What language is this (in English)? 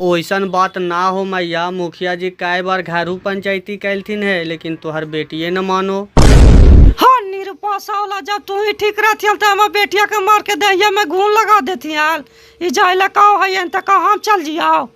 Magahi